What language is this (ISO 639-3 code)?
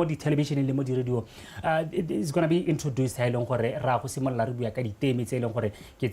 tsn